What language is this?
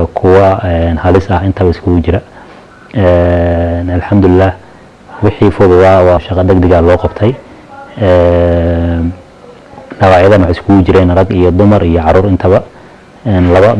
Somali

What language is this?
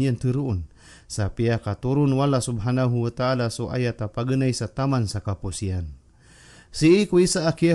Maranao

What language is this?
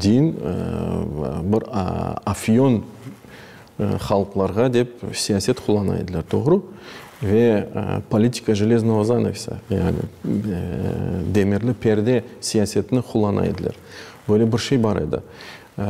Crimean Tatar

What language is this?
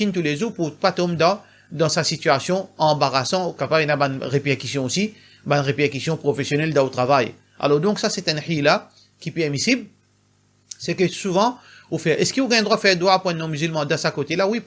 Morisyen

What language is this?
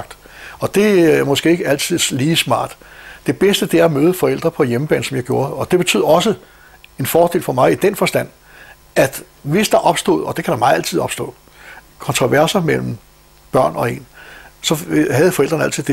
Danish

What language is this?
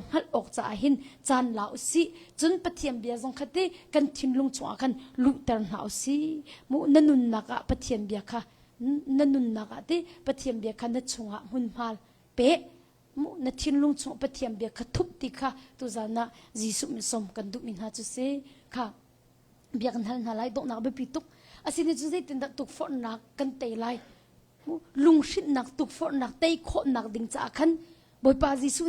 Hakha Chin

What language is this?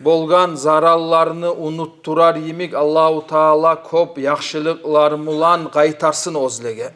Kumyk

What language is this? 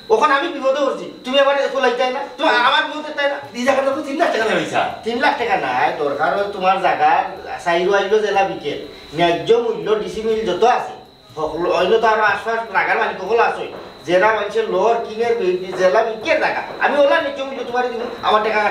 Sylheti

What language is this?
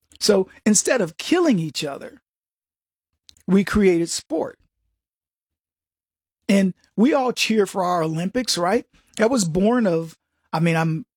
English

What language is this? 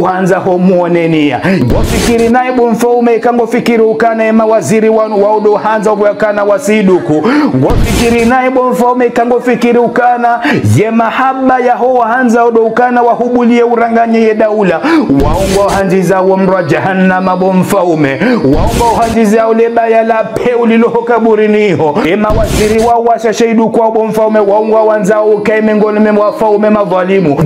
Ngazidja Comorian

